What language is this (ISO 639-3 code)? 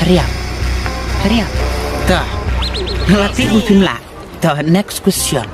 kha